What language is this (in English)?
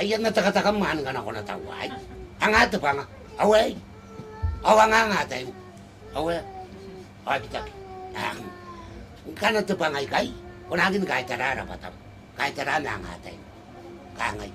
Gilbertese